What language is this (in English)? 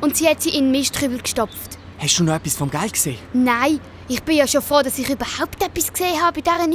Swiss German